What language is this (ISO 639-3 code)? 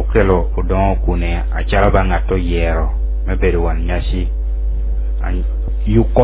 laj